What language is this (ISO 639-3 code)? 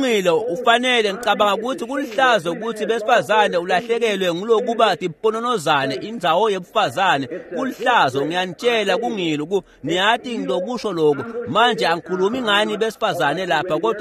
ssw